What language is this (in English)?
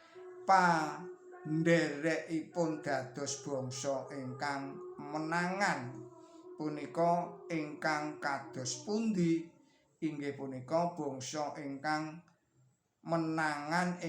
Javanese